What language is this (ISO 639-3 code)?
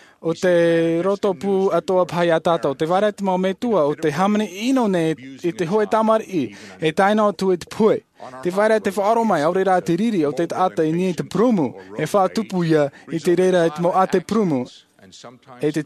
tah